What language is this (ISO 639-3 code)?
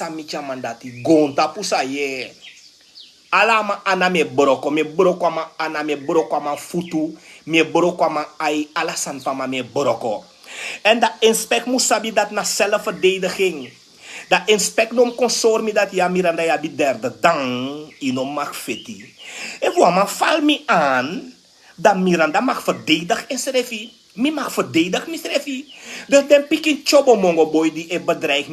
srn